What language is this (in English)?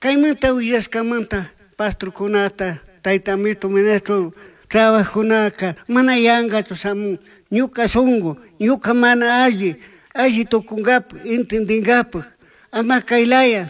Chimborazo Highland Quichua